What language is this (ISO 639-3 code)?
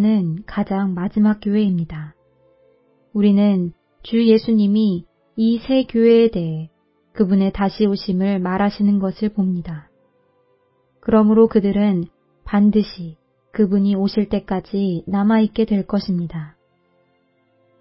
kor